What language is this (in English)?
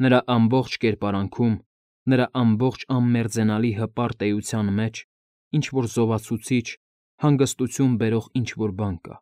Armenian